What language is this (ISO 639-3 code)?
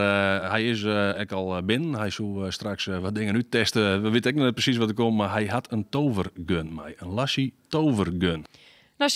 fry